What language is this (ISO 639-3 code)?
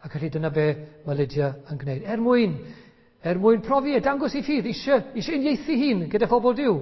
cym